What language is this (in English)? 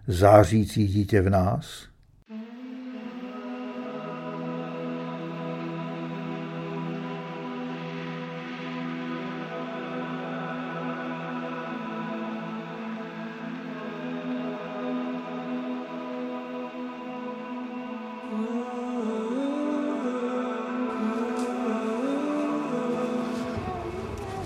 Czech